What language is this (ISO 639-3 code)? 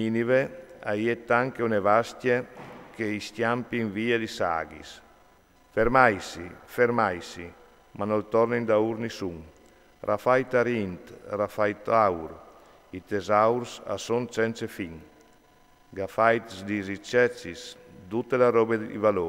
fur